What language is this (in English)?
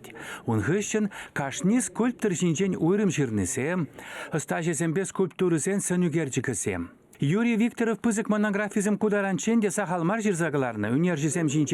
Chuvash